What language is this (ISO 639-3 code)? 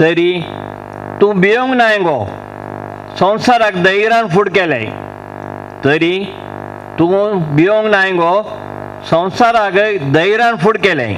kok